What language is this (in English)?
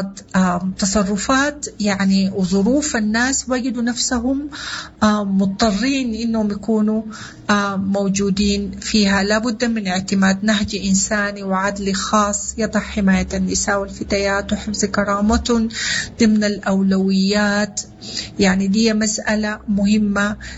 Sudanese Arabic